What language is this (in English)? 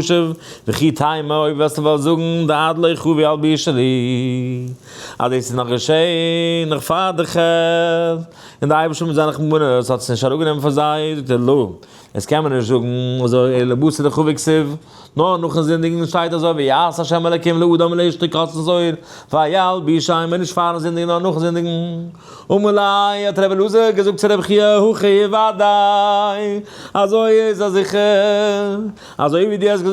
Yiddish